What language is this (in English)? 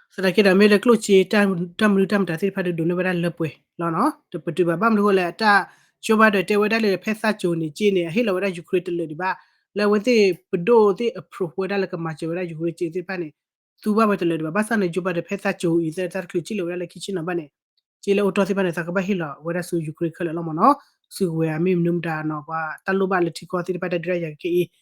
S'gaw Karen